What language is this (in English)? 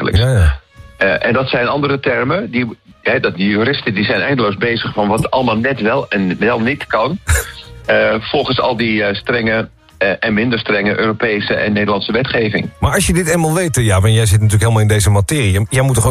Dutch